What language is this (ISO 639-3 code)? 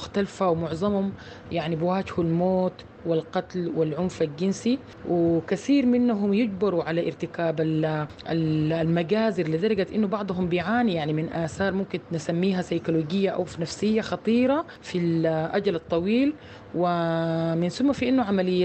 apd